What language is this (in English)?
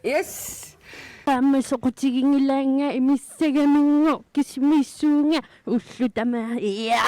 Kalaallisut